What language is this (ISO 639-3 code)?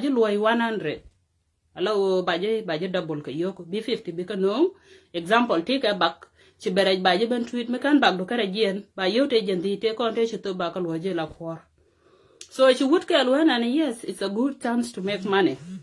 nus